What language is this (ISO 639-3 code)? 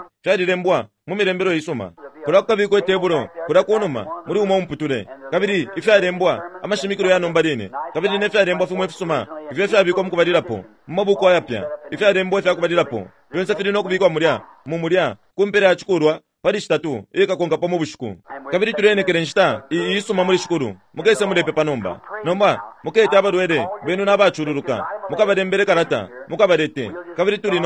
bem